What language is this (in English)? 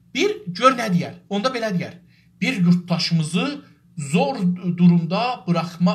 South Azerbaijani